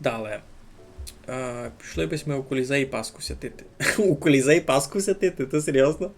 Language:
Rusyn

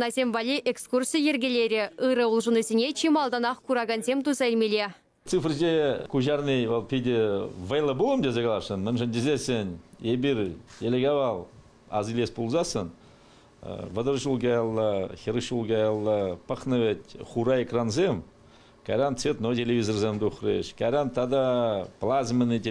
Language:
Chuvash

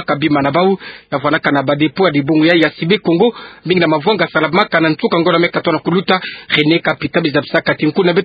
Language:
Kituba (Democratic Republic of Congo)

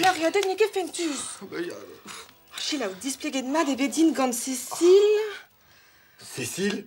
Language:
Breton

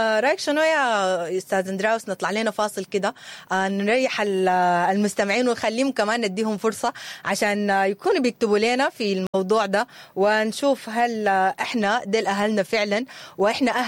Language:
Sudanese Arabic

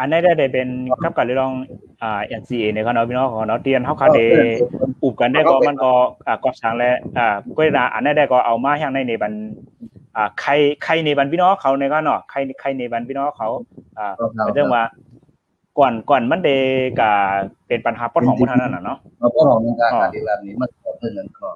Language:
Shan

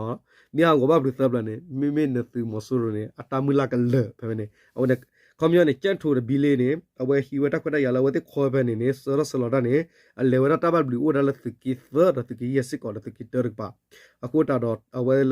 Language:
S'gaw Karen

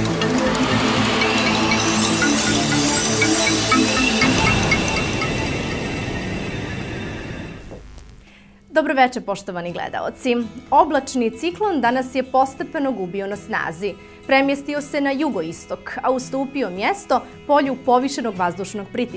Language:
Bosnian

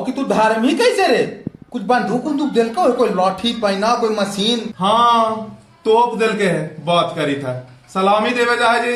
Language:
Magahi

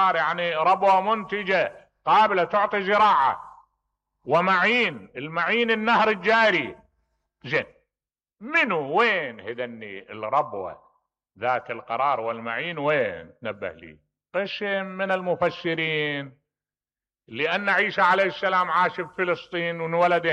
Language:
Mesopotamian Arabic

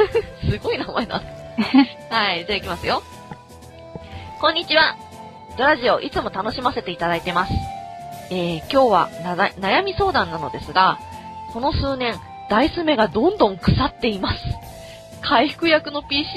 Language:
Japanese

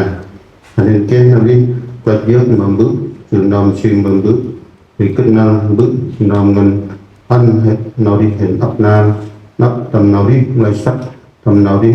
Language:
Central Mnong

